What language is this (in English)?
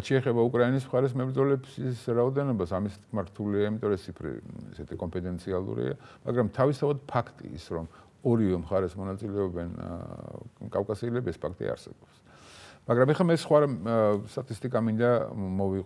Georgian